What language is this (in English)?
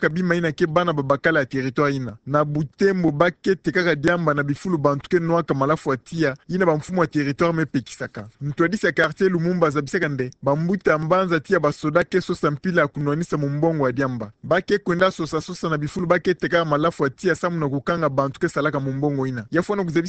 Kituba (Democratic Republic of Congo)